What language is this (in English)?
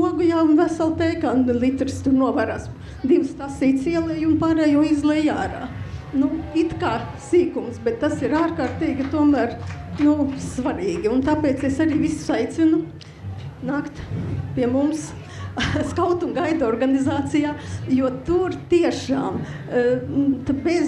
Latvian